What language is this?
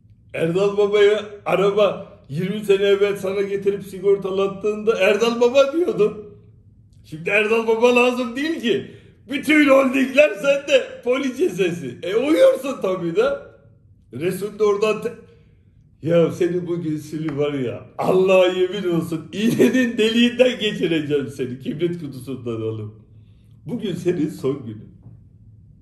Turkish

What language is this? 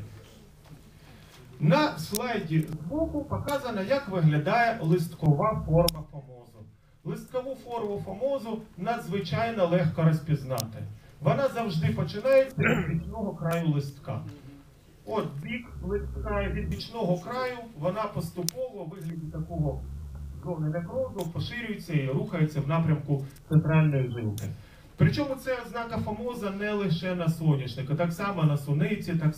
Ukrainian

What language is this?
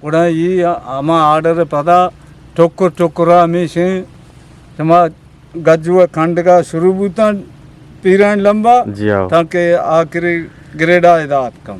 Eastern Balochi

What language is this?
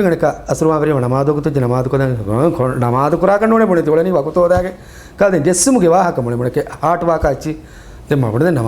Divehi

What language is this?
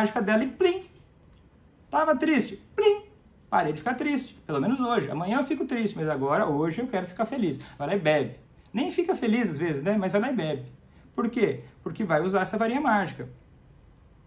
Portuguese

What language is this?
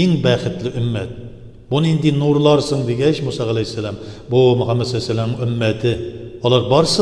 Tatar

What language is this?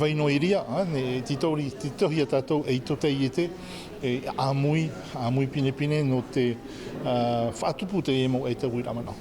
Tahitian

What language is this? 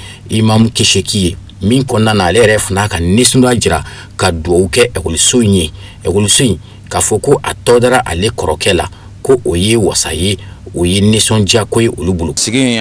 Bambara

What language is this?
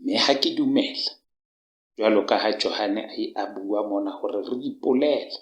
Southern Sotho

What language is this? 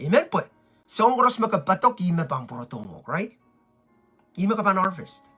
Pohnpeian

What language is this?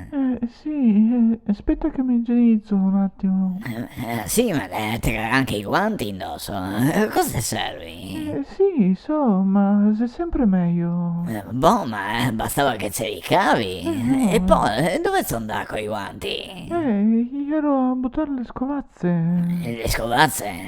Venetian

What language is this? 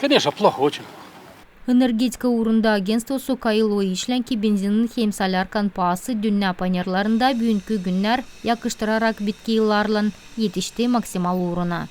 Gagauz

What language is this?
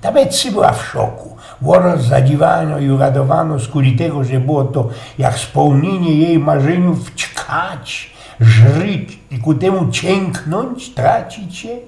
Silesian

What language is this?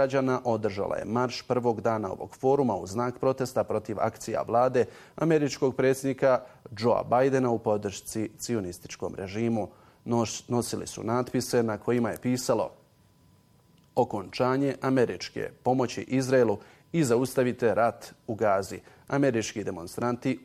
Bosnian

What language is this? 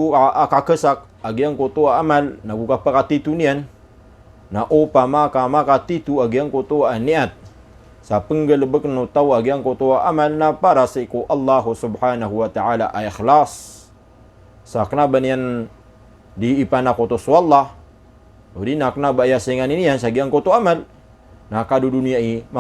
Maranao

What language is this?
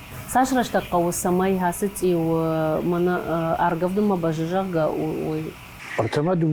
Ossetic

